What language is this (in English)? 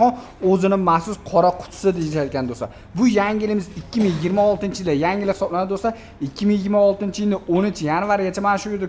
Uzbek